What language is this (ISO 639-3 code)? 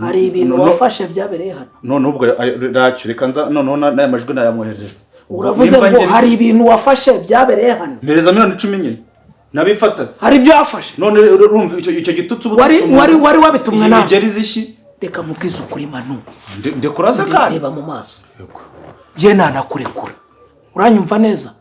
kin